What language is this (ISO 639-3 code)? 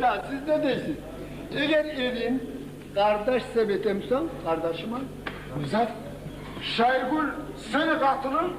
kum